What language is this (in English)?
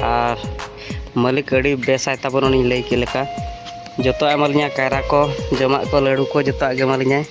Santali